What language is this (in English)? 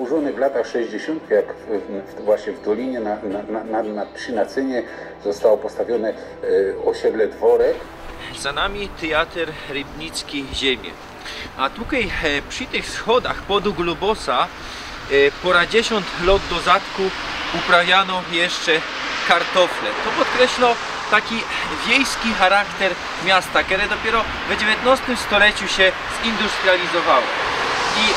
Silesian